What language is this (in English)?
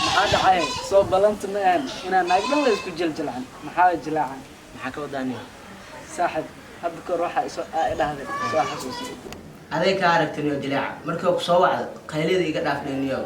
Somali